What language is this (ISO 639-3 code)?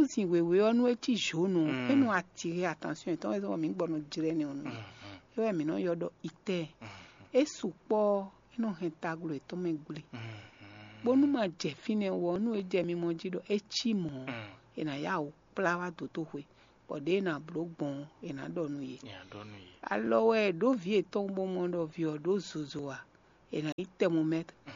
fon